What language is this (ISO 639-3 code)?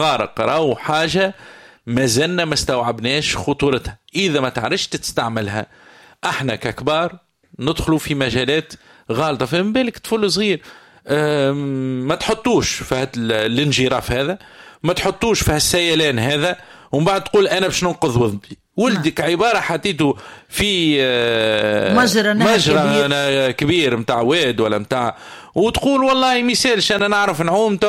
aeb